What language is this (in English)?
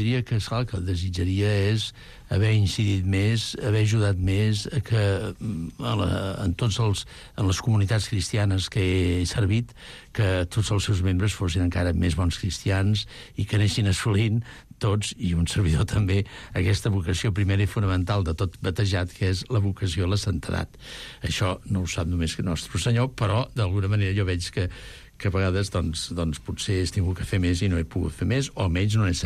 Catalan